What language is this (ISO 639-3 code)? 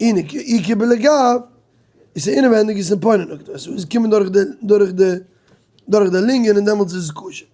yid